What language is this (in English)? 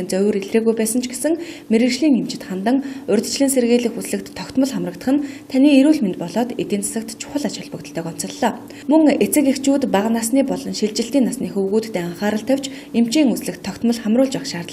Mongolian